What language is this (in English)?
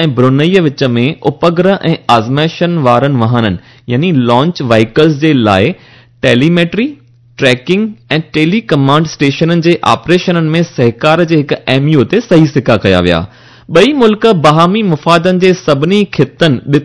Sindhi